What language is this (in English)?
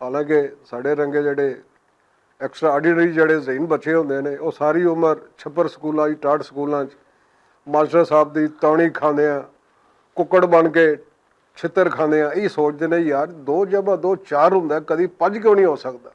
Western Panjabi